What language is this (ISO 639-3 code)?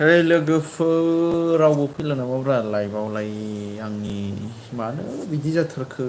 brx